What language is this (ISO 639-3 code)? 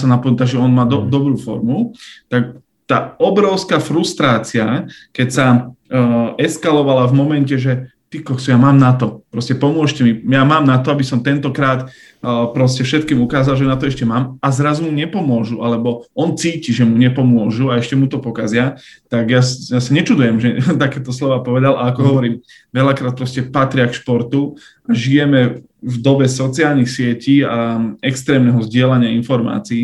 slk